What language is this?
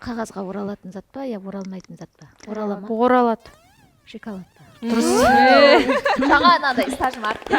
Kara-Kalpak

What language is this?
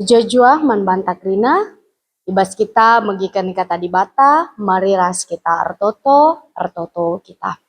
Batak Karo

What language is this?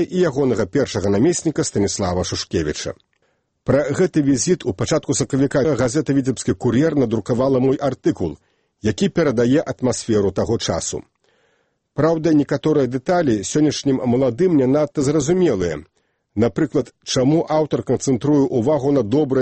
Belarusian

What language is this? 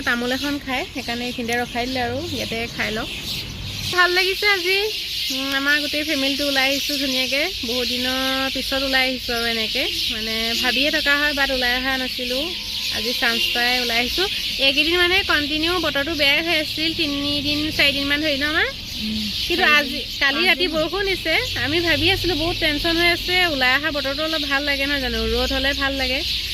Assamese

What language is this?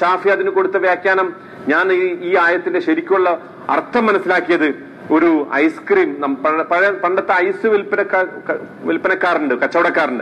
Malayalam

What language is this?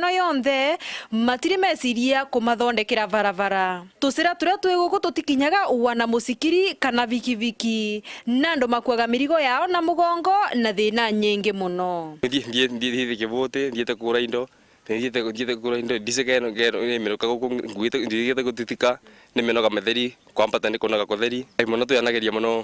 Meru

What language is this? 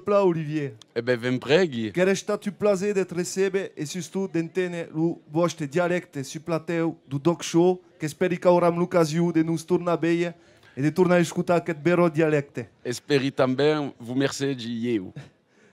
Occitan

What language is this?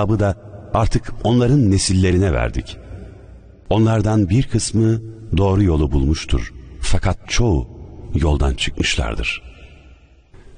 Turkish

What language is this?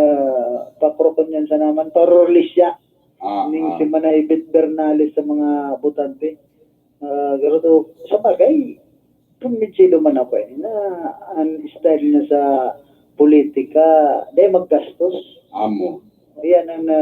Bikol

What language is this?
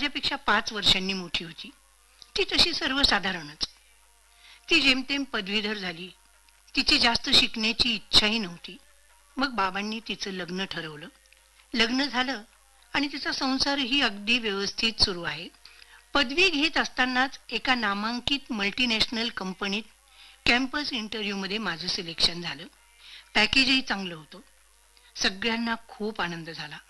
Marathi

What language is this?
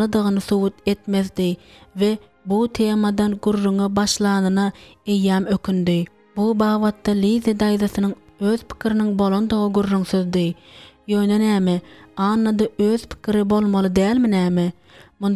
Turkmen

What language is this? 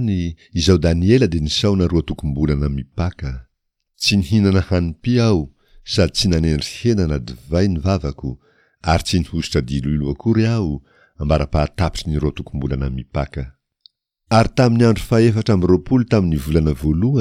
Malagasy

